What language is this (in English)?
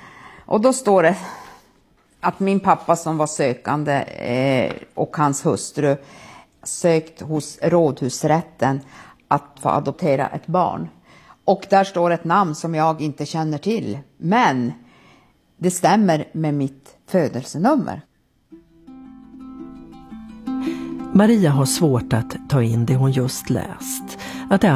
Swedish